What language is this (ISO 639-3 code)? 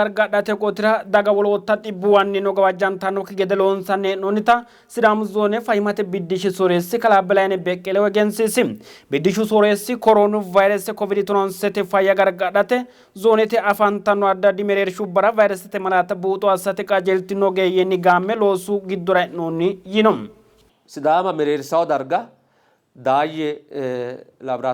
sid